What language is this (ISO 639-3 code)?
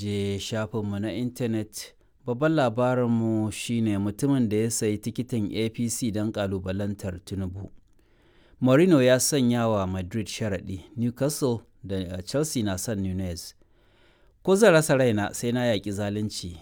hau